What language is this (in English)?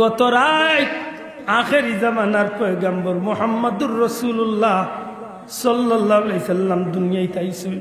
Sylheti